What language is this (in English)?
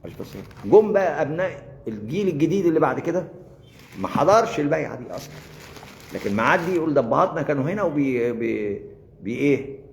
Egyptian Arabic